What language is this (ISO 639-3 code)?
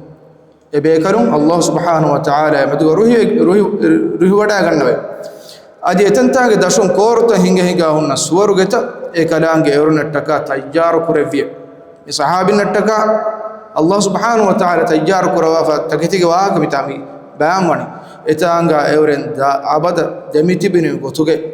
div